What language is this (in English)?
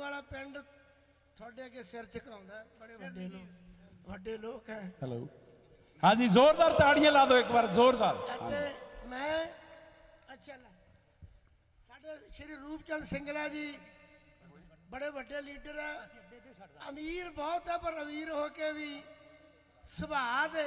Punjabi